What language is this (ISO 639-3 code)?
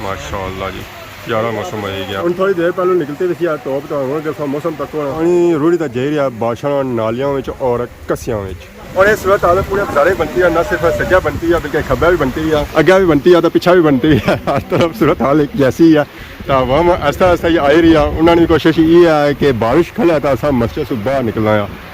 phr